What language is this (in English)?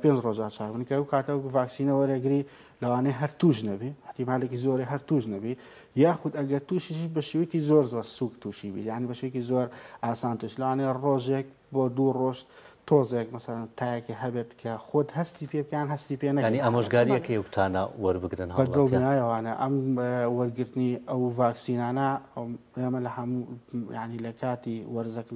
Central Kurdish